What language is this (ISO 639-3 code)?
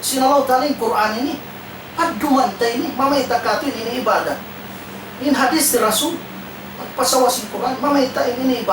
tsg